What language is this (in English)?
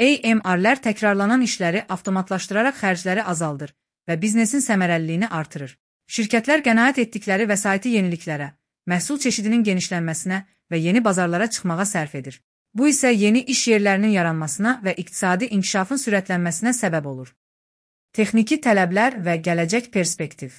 Azerbaijani